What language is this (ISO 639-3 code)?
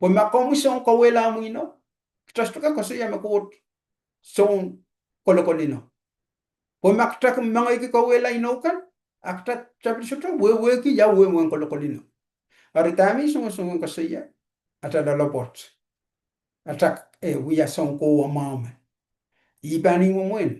pon